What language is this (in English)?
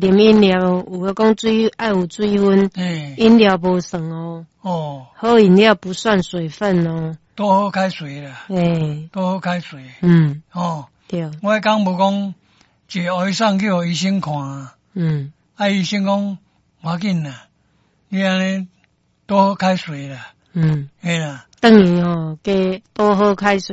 Min Nan Chinese